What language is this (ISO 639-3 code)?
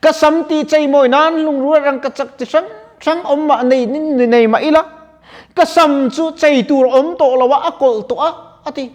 lus